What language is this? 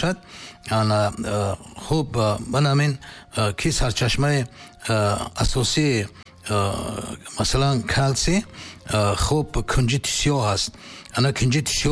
Tajik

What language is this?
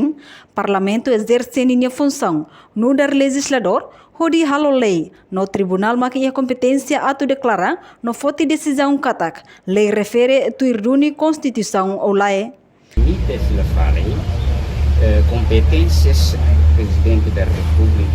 Tetum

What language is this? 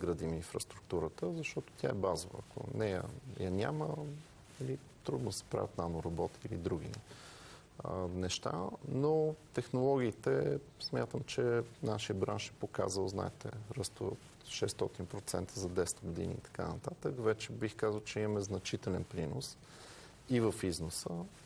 Bulgarian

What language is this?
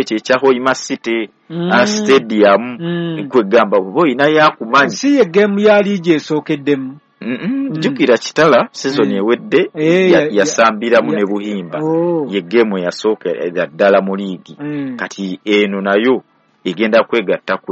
Ganda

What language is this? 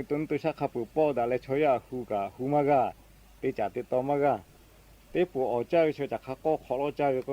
Lahu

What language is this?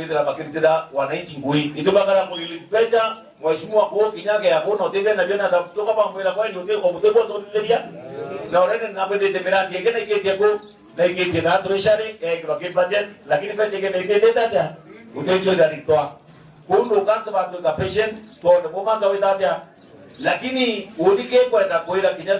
Meru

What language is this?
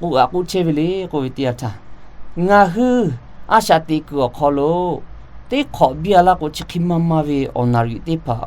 Lahu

